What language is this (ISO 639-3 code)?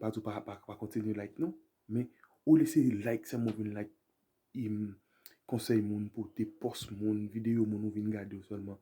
hat